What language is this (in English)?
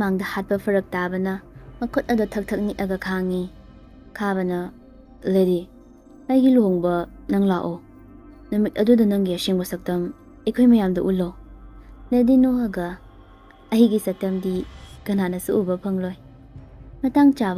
Manipuri